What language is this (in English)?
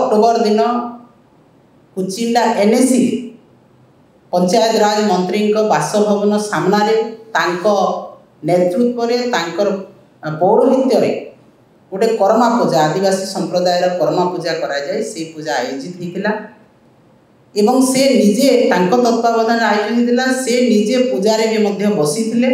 Odia